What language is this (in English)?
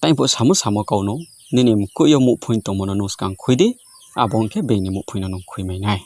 Riang (India)